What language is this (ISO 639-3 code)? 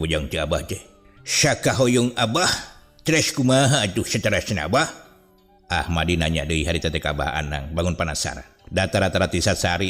sun